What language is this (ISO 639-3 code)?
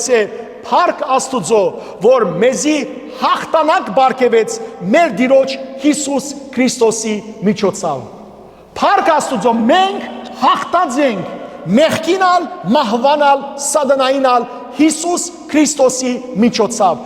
hyw